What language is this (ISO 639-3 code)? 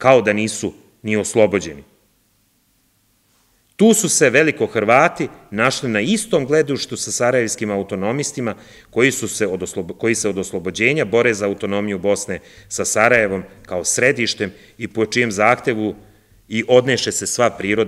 srp